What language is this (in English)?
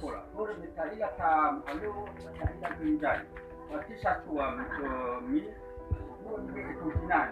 Nias